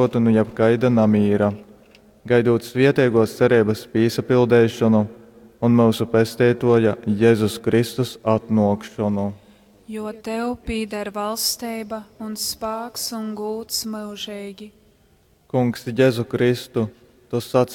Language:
Latgalian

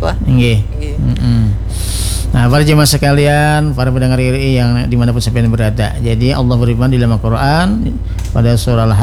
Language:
Indonesian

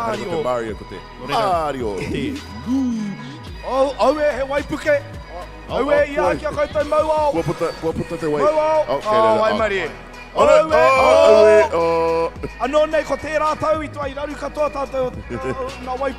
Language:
Māori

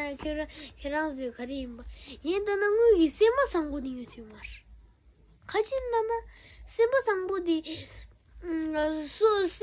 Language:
Tibetan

